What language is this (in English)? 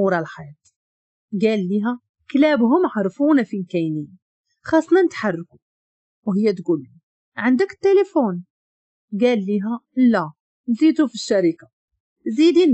Moroccan Arabic